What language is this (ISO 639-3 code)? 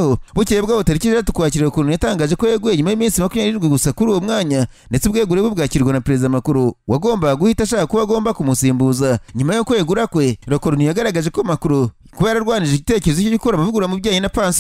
kin